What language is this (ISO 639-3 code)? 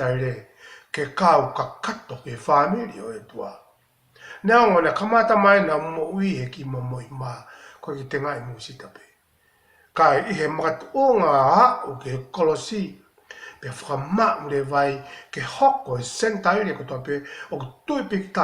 ton